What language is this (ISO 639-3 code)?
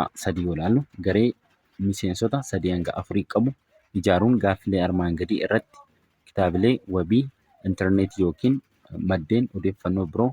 orm